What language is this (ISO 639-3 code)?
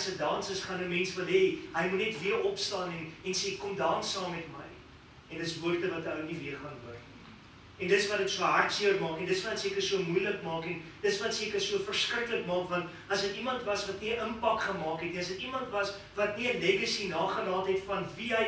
afr